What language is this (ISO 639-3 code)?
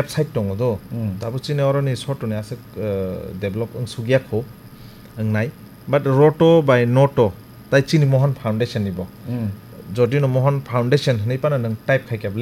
trp